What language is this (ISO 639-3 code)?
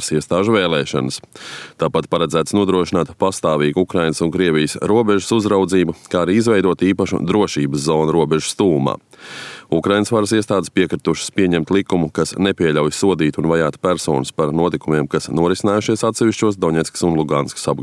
lav